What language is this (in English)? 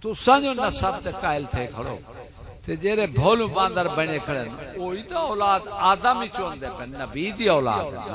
Saraiki